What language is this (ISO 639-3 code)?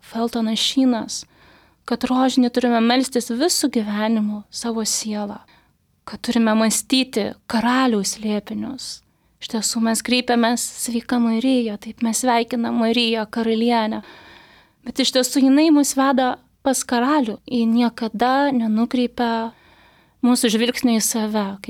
lit